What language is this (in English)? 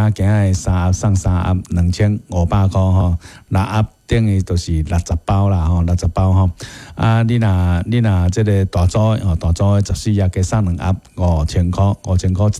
Min Nan Chinese